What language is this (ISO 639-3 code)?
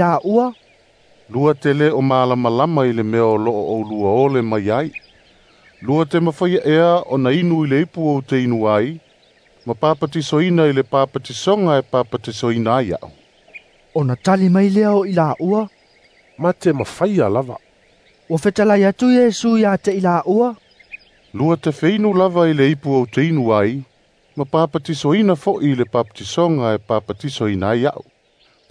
smo